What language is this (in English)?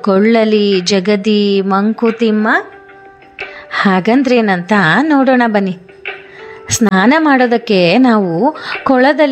Kannada